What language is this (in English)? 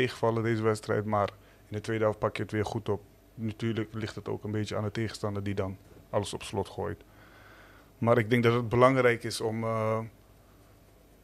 Dutch